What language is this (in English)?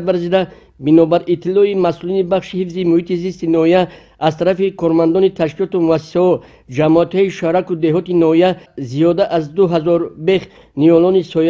Tajik